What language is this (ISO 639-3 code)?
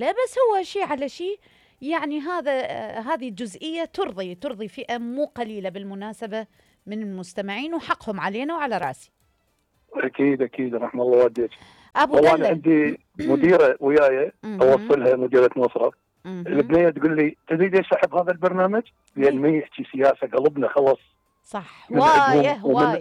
acm